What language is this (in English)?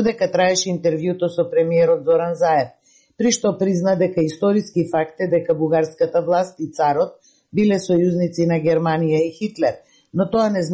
Macedonian